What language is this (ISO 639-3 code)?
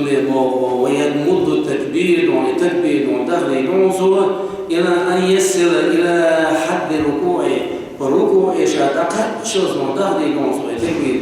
che